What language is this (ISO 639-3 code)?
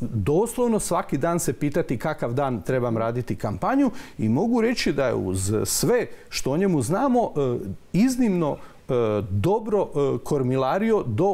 hrv